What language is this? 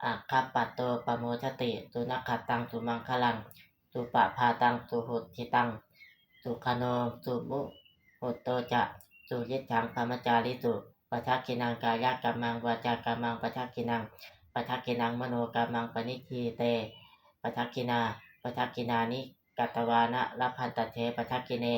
Pali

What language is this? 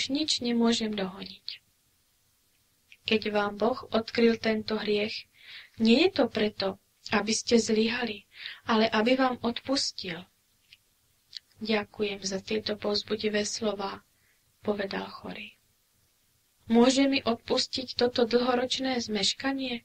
Slovak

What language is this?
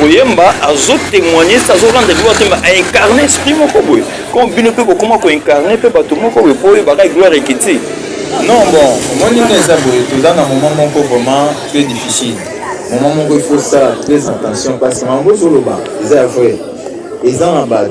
Lingala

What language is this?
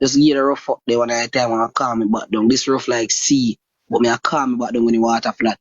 Jamaican Creole English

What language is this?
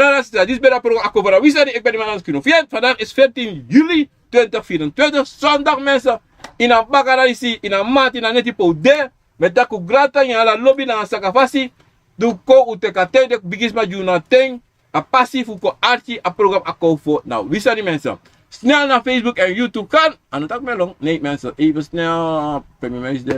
Sranan Tongo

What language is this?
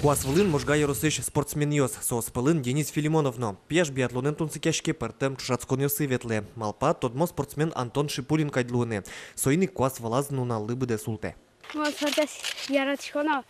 Udmurt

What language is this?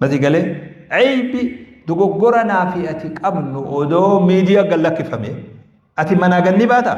Oromo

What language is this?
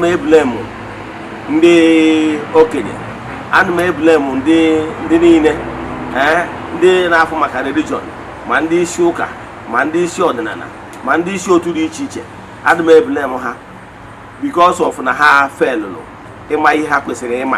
Igbo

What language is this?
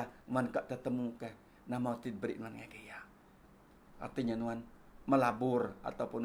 Iban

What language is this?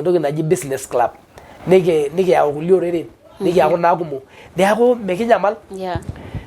Masai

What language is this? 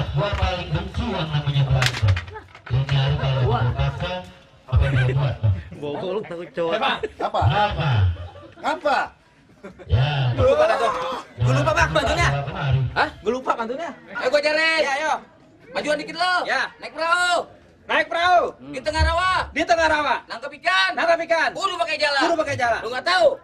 Betawi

